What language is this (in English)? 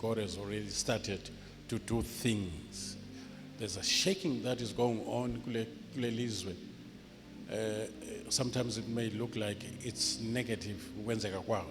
Zulu